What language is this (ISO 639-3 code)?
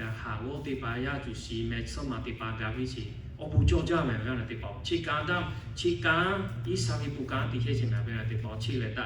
lhu